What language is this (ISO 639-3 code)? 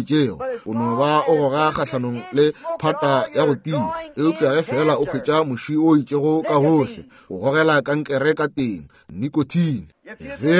nso